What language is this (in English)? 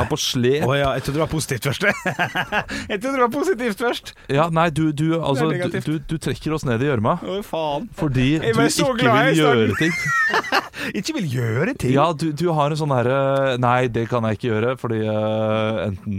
Norwegian